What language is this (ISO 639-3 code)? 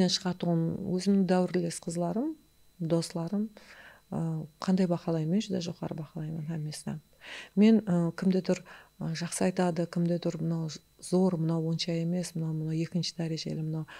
kaa